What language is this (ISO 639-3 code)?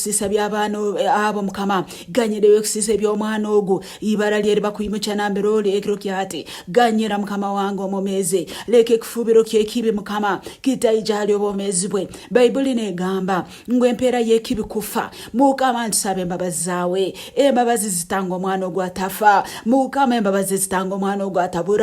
nyn